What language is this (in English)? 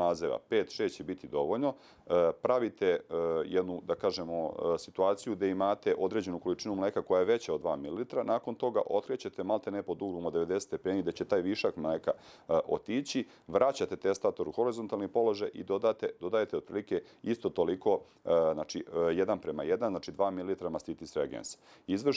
Serbian